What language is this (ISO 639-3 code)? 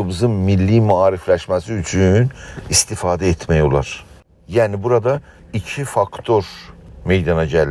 azb